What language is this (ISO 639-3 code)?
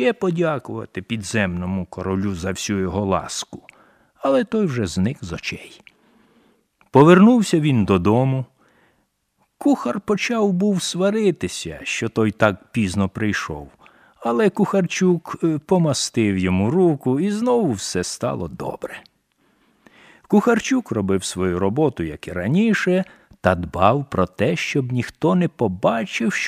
ukr